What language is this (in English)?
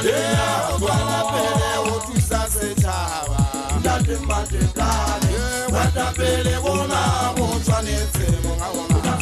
Southern Sotho